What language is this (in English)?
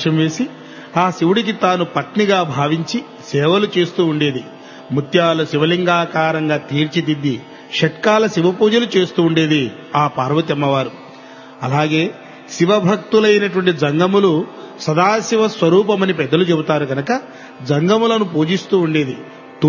Telugu